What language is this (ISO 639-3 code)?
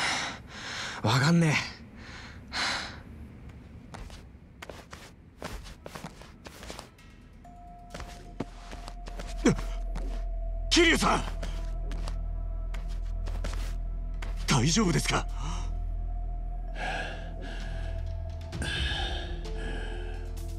jpn